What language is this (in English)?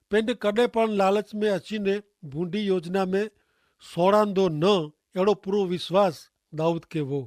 Kachhi